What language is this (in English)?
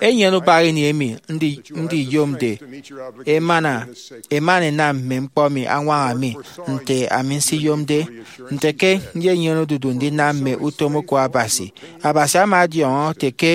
Efik